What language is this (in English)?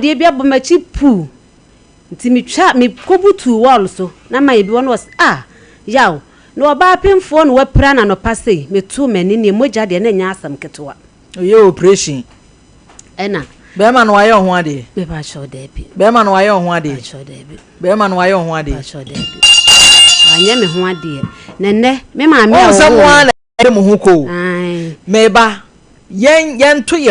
Akan